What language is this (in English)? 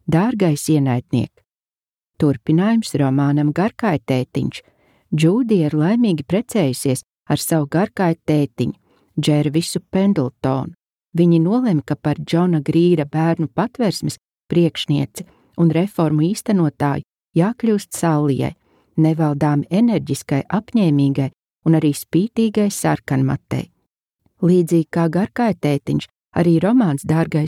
Latvian